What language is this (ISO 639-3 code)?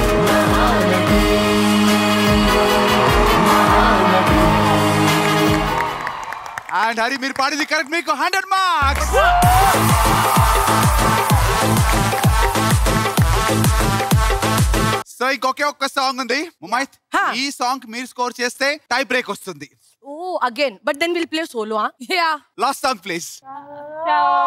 tel